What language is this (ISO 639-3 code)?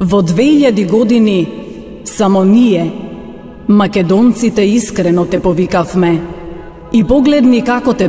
mkd